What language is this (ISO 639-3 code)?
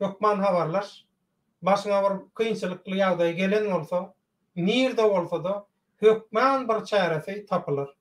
tuk